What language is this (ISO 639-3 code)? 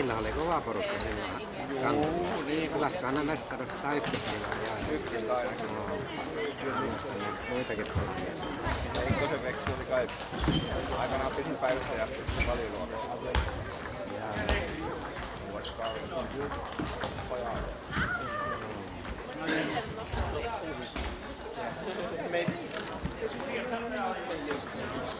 fin